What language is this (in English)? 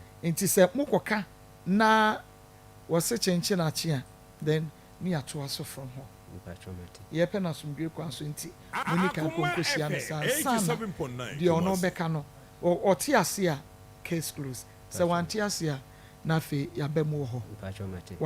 Akan